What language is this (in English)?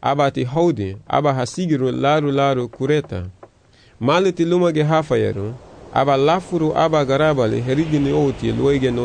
Garifuna